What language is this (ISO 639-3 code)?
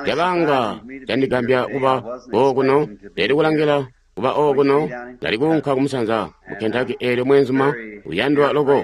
toi